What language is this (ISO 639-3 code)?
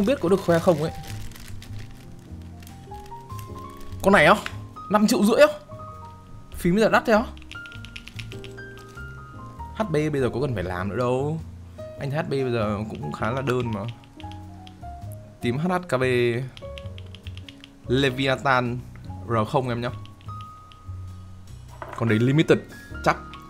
vie